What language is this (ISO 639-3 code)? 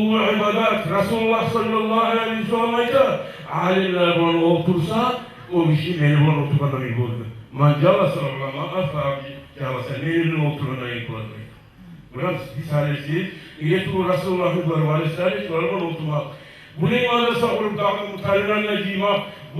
kum